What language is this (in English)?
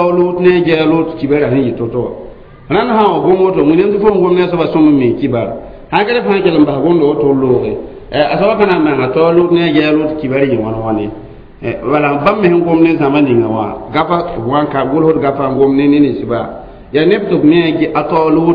Mossi